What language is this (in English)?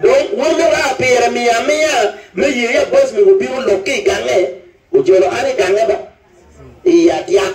Acoli